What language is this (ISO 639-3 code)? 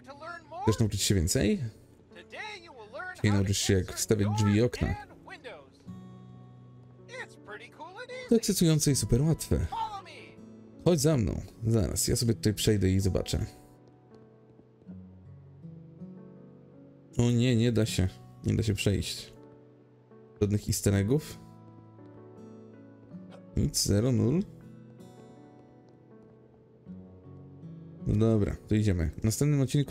pol